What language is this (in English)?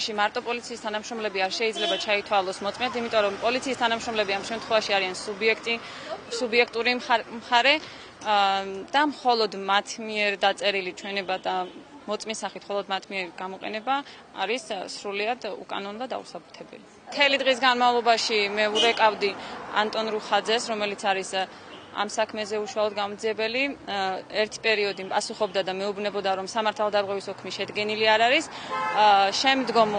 Georgian